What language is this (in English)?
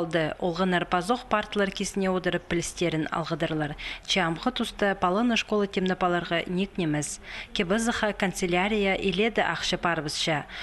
Khakas